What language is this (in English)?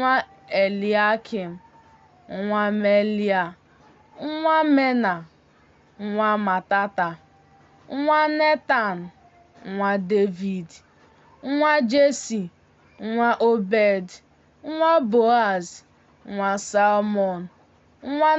Igbo